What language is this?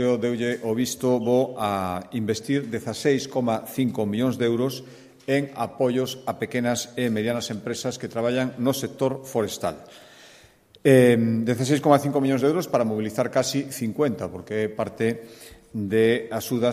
Galician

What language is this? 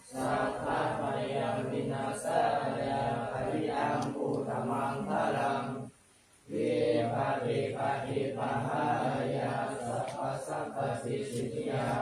Pali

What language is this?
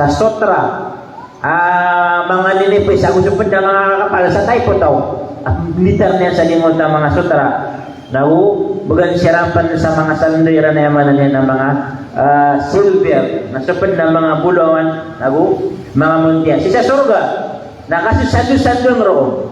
Maranao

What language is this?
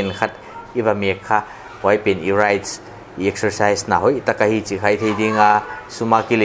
Paite Chin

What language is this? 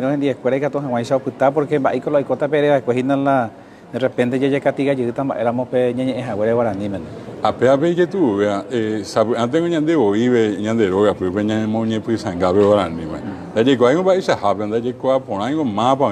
Guarani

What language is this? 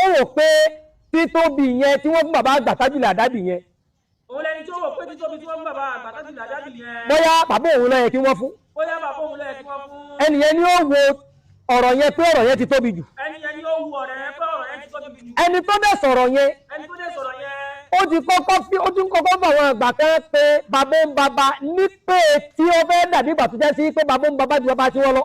Yoruba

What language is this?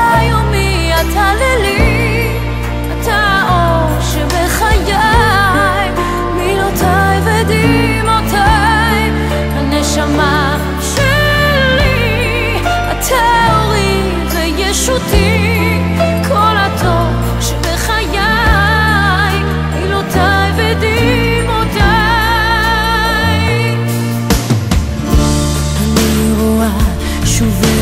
Hebrew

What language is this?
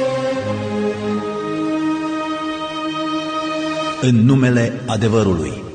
Romanian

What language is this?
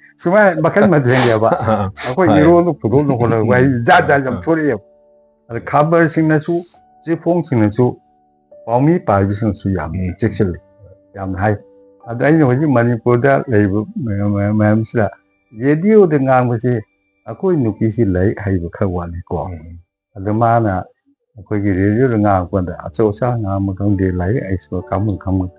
Manipuri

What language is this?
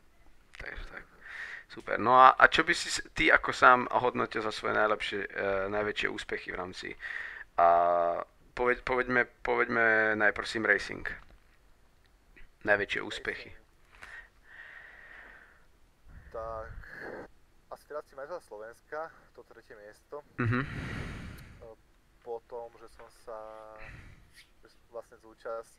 Slovak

